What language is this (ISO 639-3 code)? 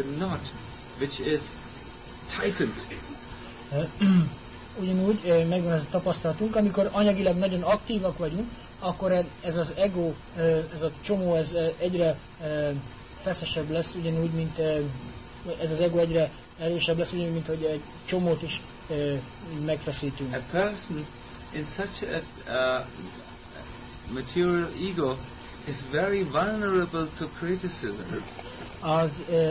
hun